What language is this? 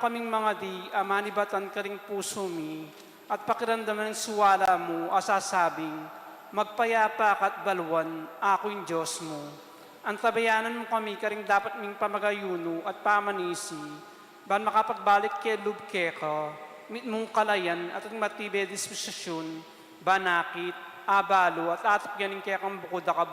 Pampanga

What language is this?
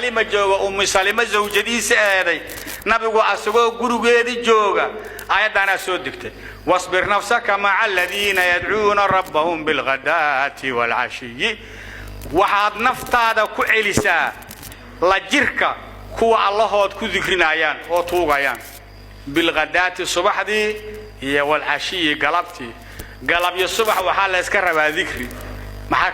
Somali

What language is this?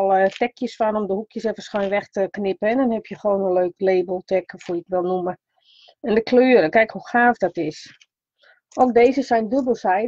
Dutch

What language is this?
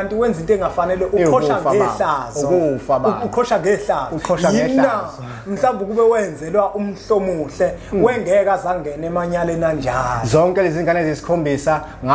Zulu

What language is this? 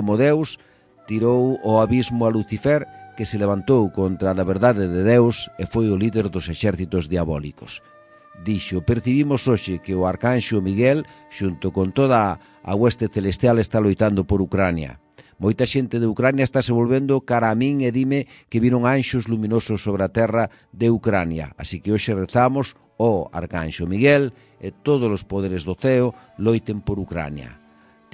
Galician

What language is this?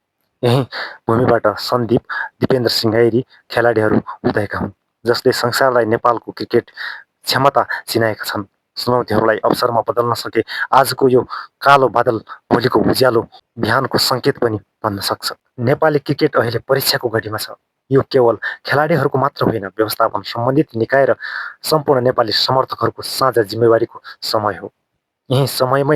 Nepali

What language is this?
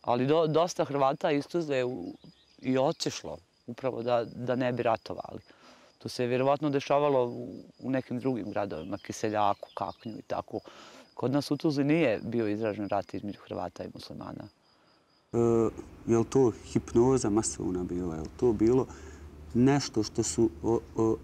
Bosnian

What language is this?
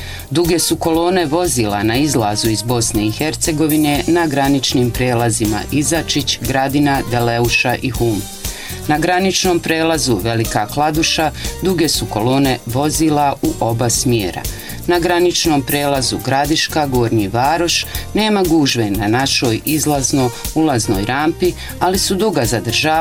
Bosnian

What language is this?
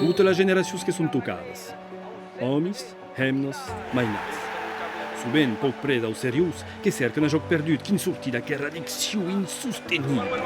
Occitan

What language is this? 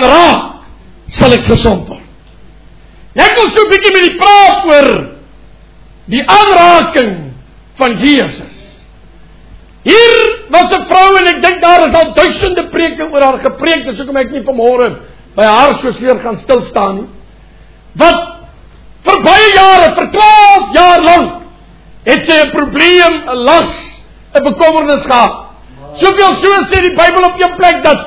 Afrikaans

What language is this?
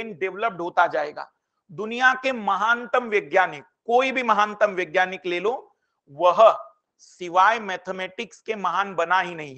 Hindi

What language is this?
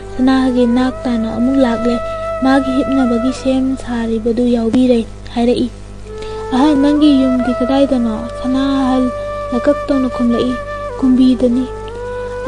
Manipuri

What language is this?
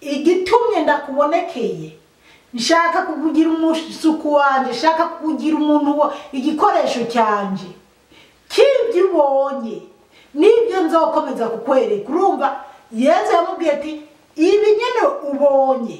Rundi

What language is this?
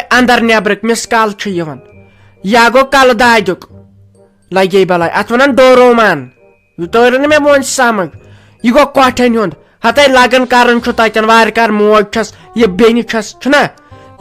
Kashmiri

